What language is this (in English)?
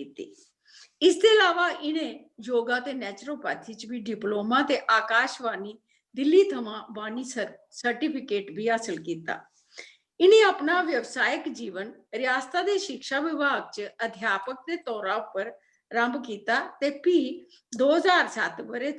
Dogri